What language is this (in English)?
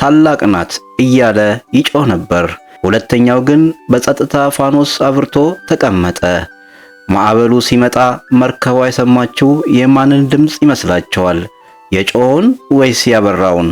Amharic